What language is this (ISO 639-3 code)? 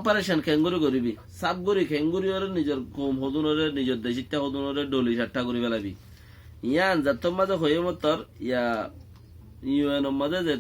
rhg